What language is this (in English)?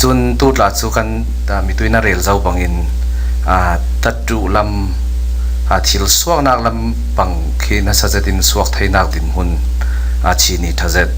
Falam Chin